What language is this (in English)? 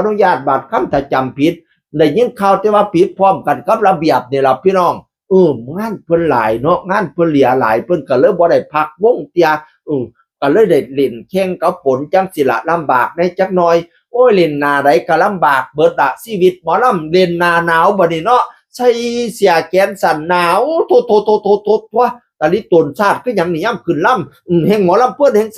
Northeastern Thai